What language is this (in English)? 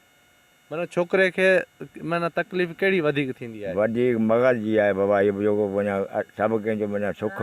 Sindhi